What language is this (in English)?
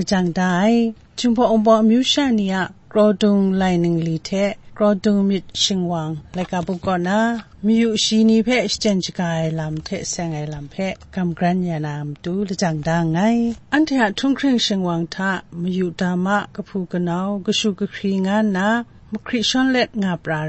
Kachin